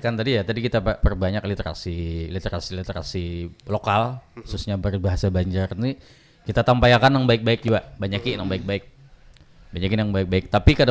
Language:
Banjar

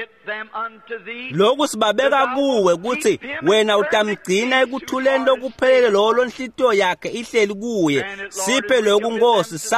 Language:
Swati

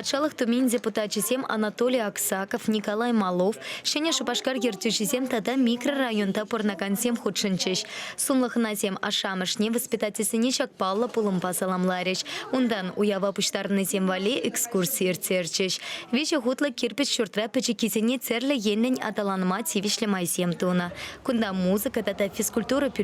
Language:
Chuvash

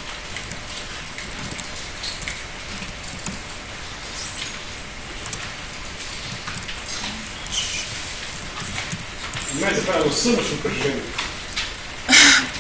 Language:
Bulgarian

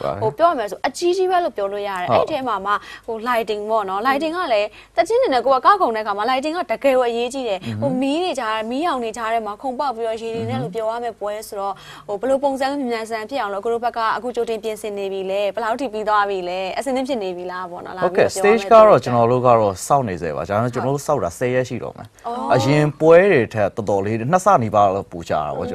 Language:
Burmese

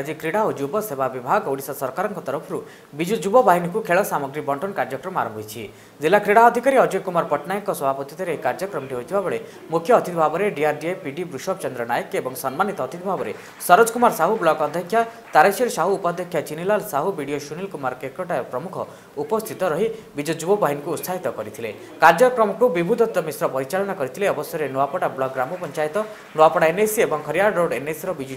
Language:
Odia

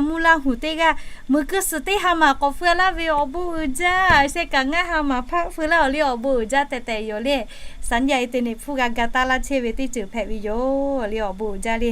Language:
Lahu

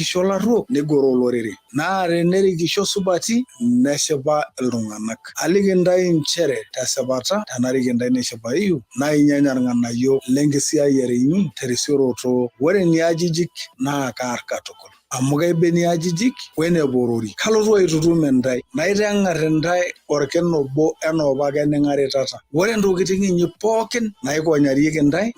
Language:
Masai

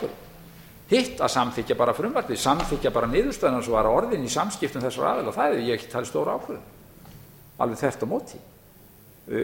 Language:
Icelandic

